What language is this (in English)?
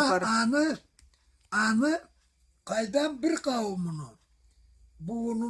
Karachay-Balkar